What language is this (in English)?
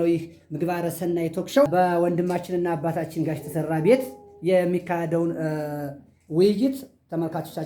Amharic